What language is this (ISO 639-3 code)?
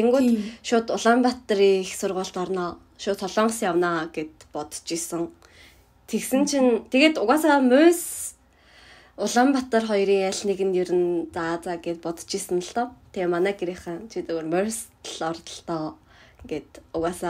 mon